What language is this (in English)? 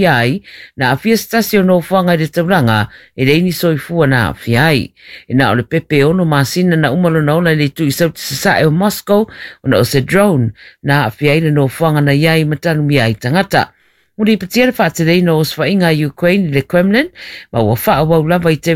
Samoan